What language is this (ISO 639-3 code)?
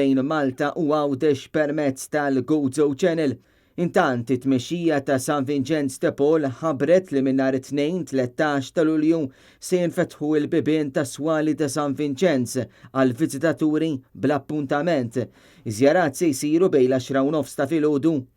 mlt